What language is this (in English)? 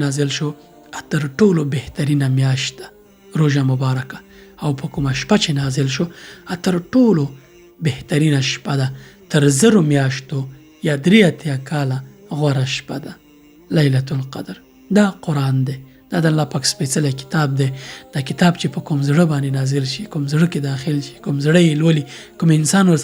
Pashto